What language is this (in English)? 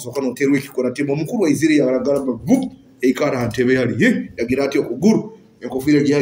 Nyoro